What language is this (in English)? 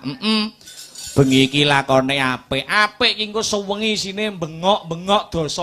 Javanese